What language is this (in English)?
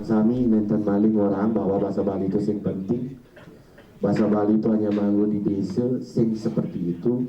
Balinese